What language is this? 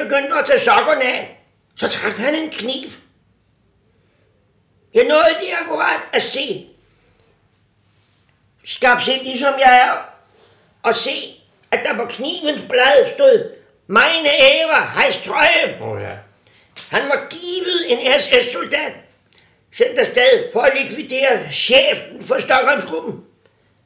Danish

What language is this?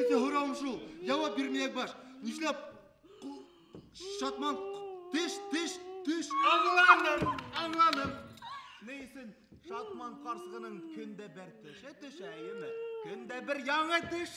Bashkir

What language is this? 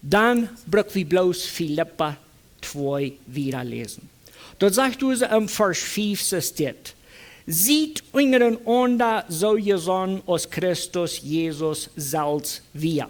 Plautdietsch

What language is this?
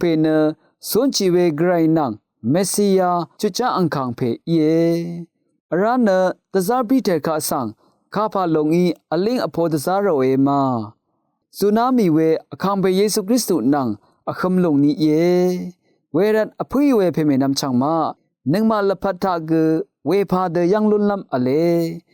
Rawang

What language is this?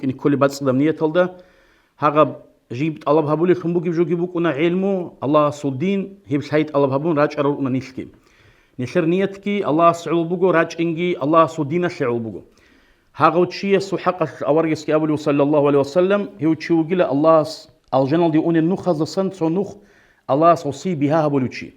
Avaric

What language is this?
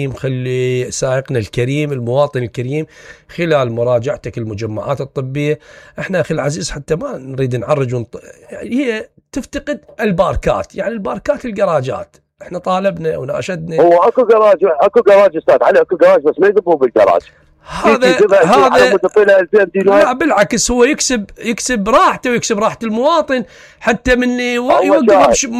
Mesopotamian Arabic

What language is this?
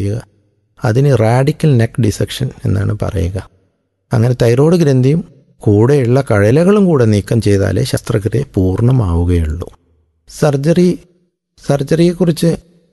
Malayalam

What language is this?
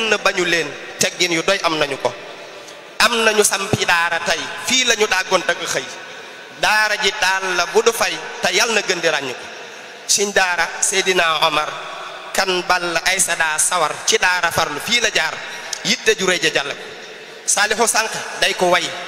Wolof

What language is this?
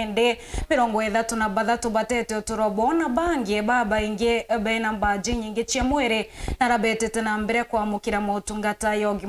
Meru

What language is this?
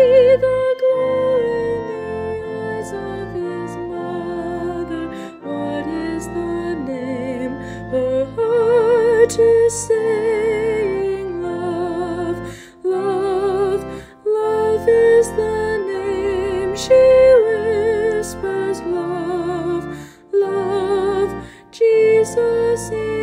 English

